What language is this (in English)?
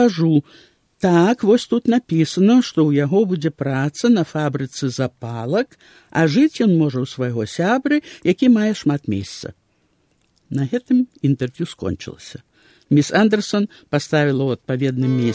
Belarusian